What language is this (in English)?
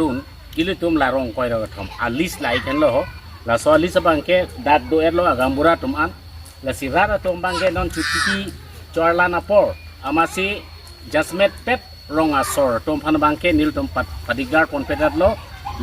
Karbi